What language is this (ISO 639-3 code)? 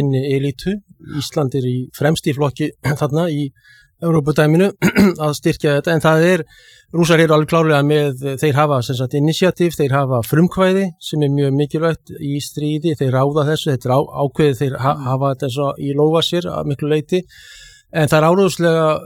isl